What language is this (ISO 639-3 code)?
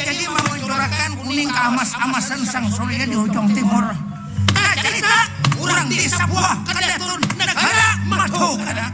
bjn